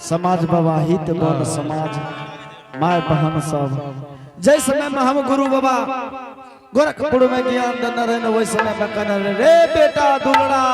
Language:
Angika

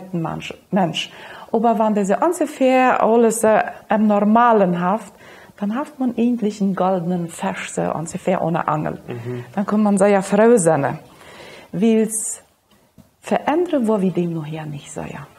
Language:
Plautdietsch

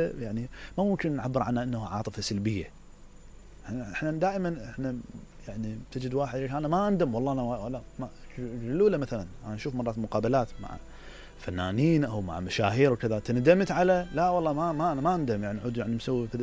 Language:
Mesopotamian Arabic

